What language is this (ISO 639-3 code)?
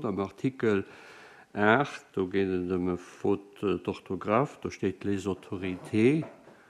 ltz